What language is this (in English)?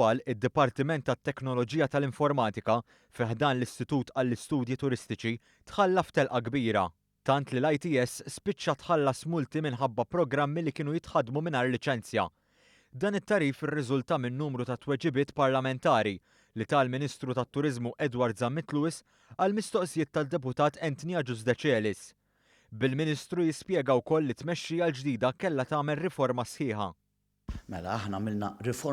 Maltese